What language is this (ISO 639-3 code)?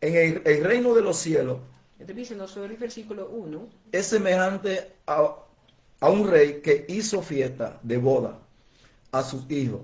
pap